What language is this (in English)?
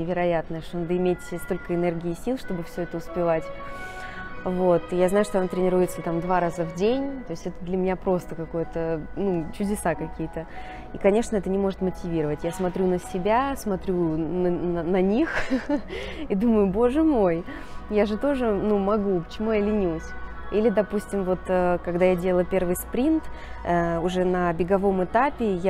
Russian